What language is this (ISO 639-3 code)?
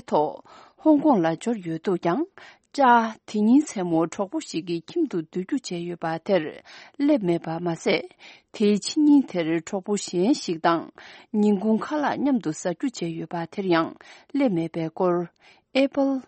bod